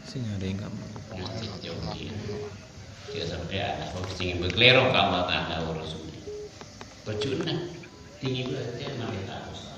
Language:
Madurese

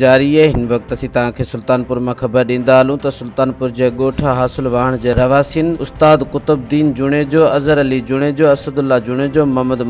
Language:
Sindhi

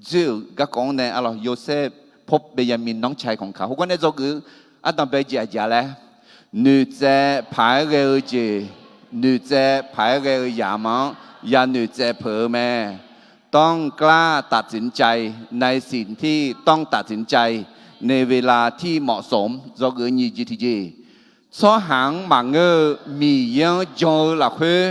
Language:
Akha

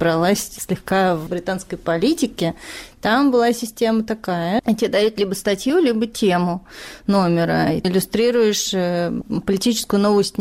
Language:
Russian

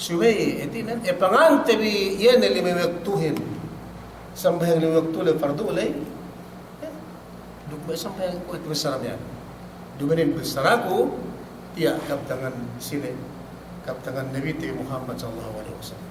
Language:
Yakan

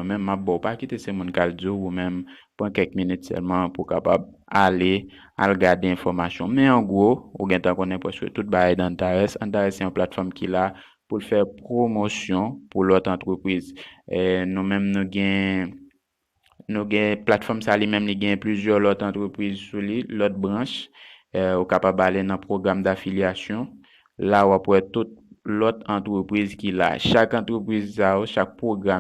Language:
Haitian Creole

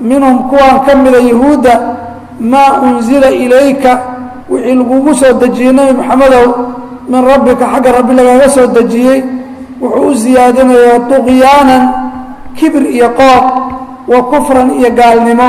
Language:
Somali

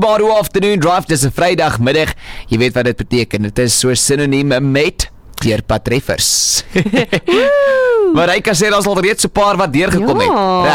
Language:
Afrikaans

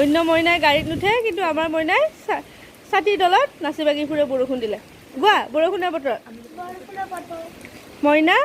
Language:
Assamese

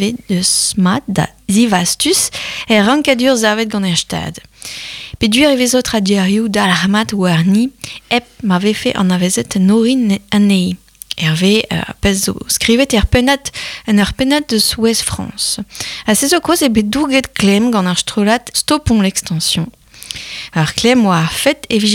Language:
Breton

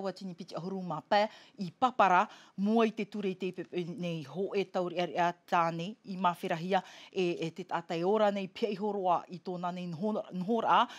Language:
Tahitian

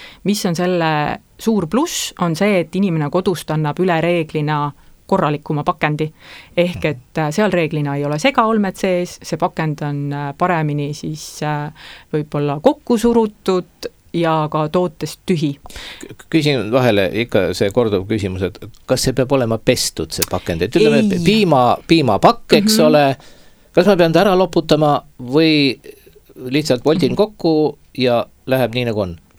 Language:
Estonian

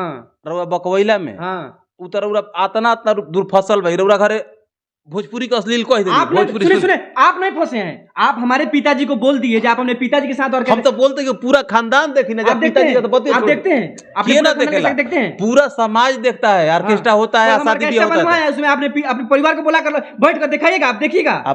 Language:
Bhojpuri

